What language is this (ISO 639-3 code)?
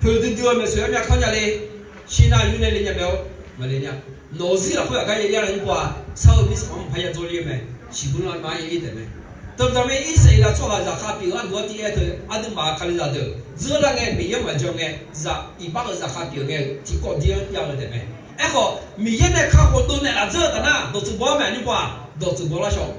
ahk